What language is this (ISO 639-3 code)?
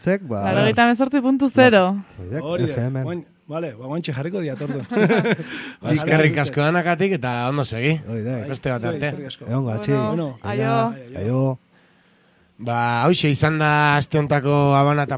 eus